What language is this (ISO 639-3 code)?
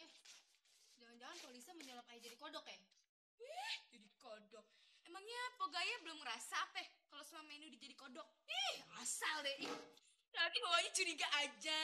bew